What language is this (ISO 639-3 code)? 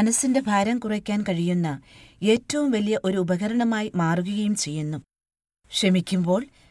mal